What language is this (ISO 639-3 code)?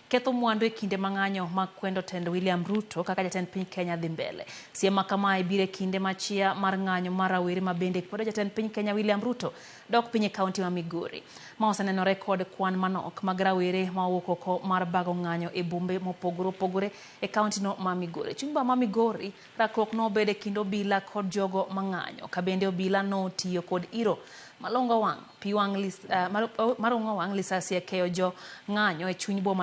luo